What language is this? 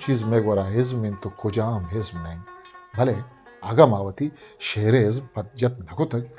Eastern Balochi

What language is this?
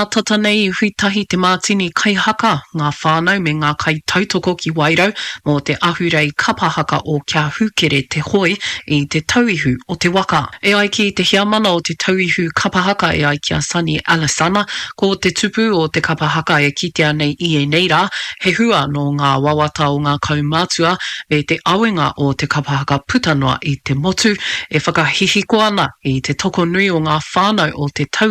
Māori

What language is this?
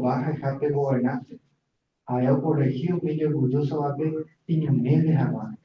Guarani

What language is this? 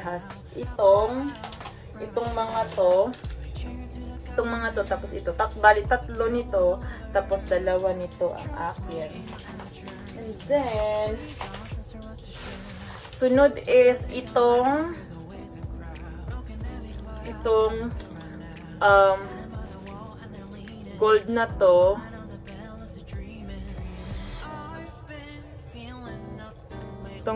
Filipino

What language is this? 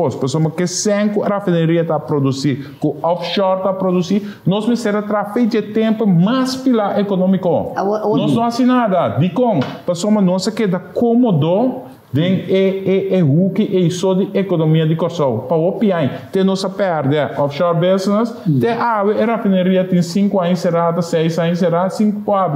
Papiamento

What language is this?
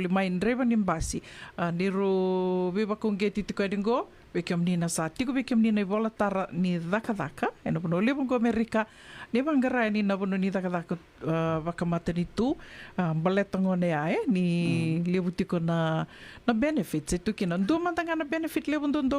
Fijian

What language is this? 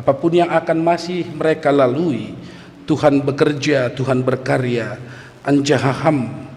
Batak Simalungun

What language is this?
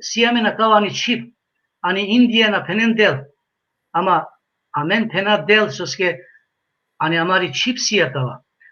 Balkan Romani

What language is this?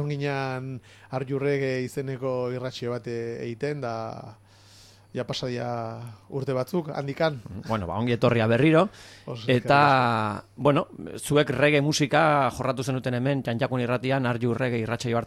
Basque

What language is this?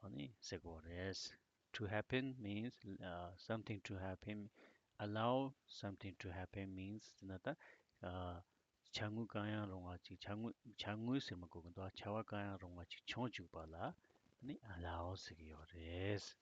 Tibetan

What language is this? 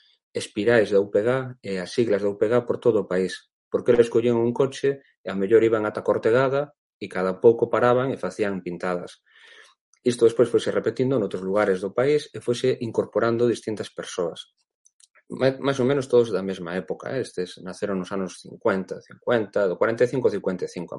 Galician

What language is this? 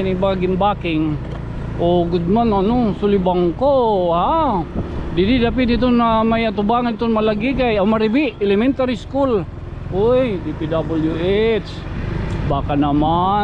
Waray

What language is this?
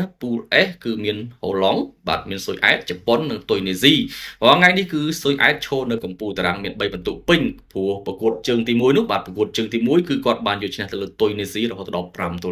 Khmer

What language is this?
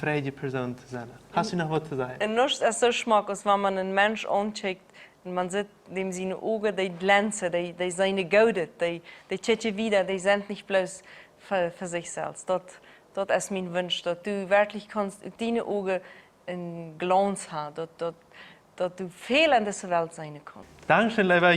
Plautdietsch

